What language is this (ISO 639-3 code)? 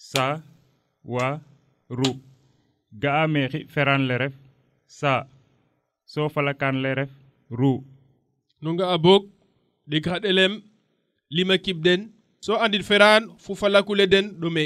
srr